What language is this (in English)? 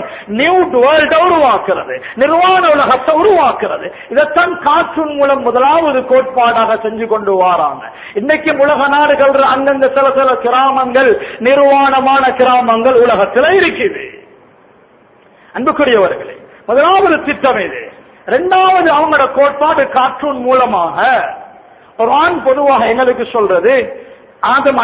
Tamil